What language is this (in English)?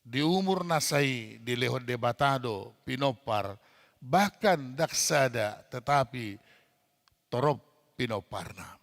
Batak Toba